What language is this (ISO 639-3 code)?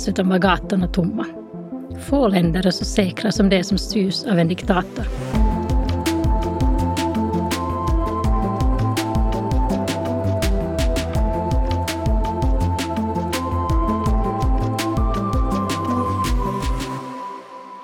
swe